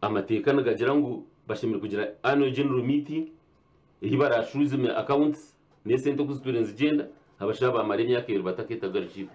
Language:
Nyankole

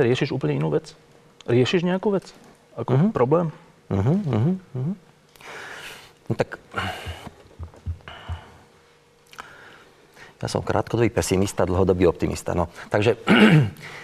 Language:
Slovak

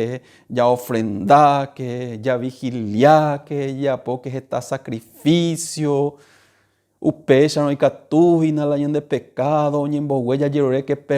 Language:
Guarani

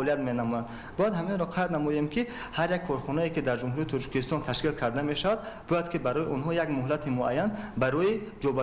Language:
Tajik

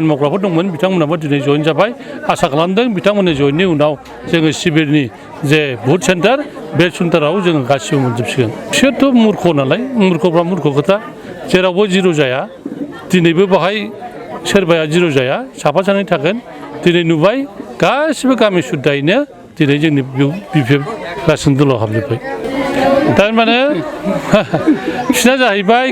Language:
Bodo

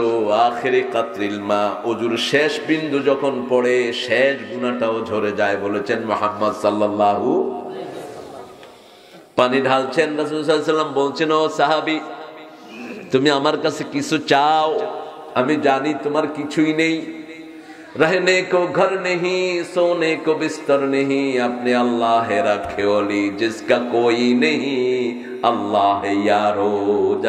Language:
Bangla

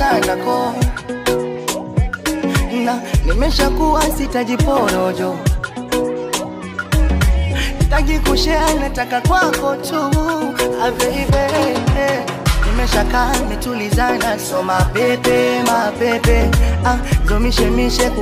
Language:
Swahili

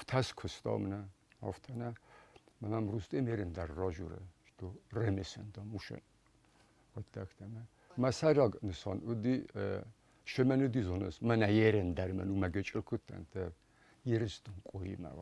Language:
Ossetic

